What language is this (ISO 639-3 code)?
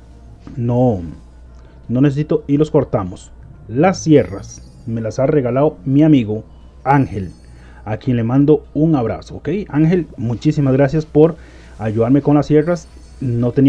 spa